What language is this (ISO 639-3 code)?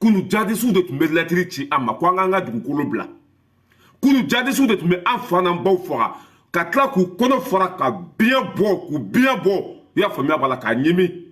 bam